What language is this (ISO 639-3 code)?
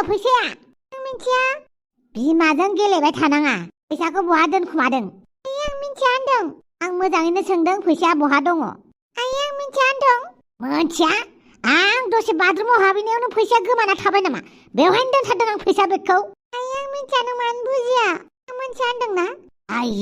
brx